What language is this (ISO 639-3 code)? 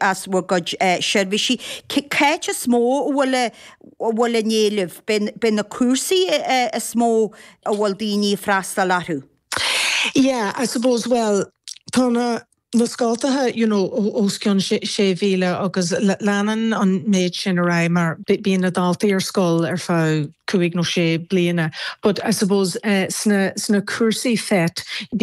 gle